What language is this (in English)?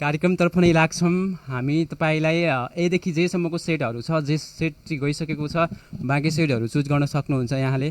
Nepali